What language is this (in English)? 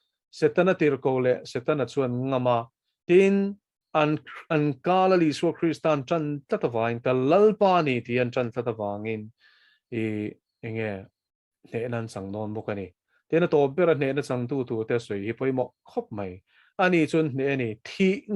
Mizo